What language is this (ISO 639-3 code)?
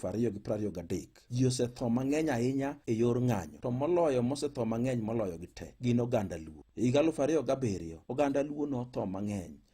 luo